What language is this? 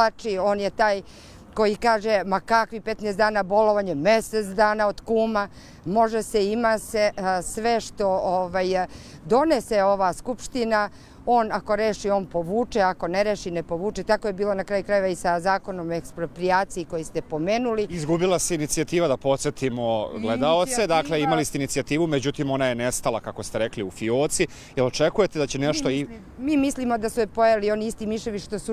Serbian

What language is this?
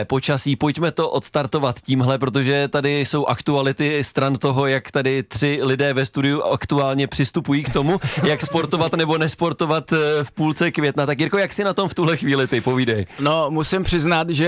Czech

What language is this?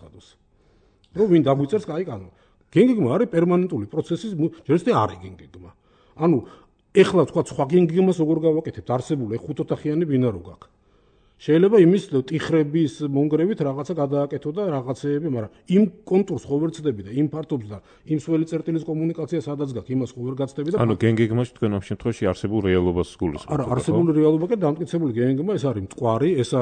Georgian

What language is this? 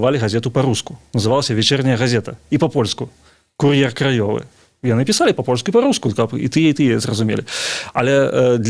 Belarusian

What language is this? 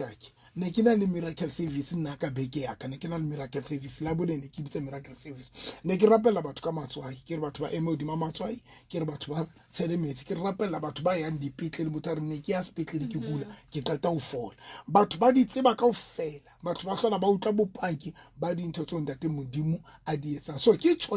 Southern Sotho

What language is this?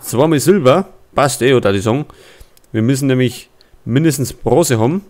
Bavarian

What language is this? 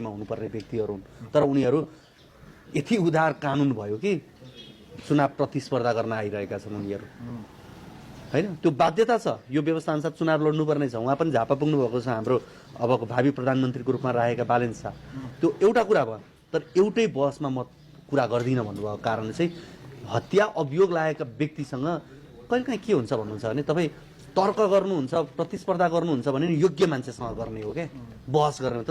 Nepali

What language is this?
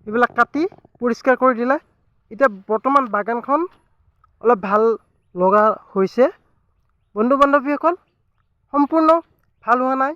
Assamese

